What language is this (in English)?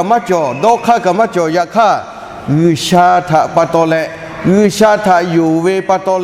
Lahu